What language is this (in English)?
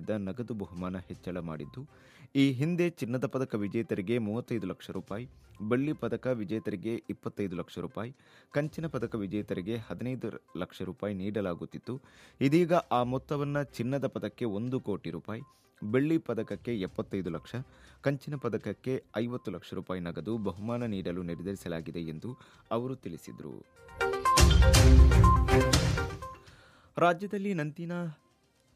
Kannada